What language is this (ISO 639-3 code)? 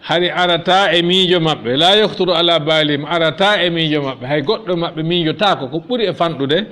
ful